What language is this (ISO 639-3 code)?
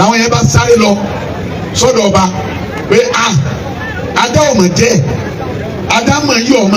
yor